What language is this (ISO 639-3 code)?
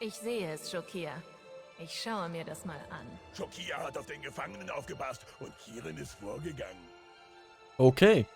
gsw